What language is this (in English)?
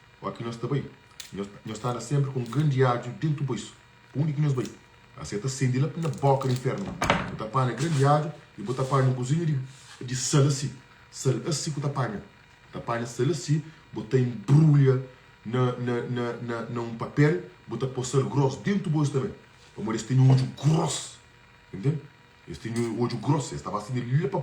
Kabuverdianu